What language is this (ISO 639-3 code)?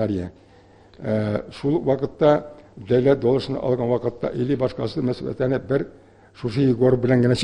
tat